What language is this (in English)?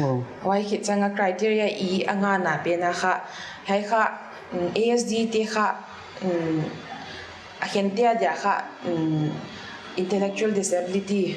Paite Chin